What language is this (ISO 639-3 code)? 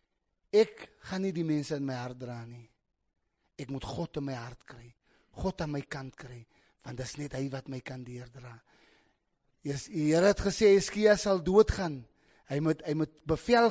afr